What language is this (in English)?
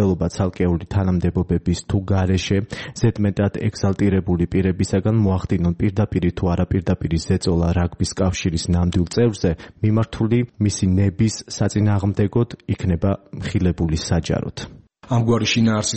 Georgian